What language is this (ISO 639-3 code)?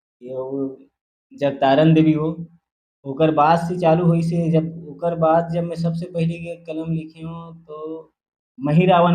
hne